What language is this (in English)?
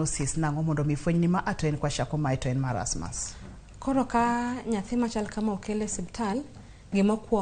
Luo (Kenya and Tanzania)